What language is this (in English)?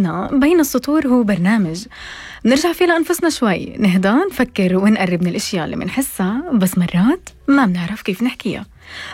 North Levantine Arabic